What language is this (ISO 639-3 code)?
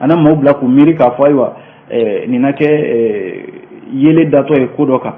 bam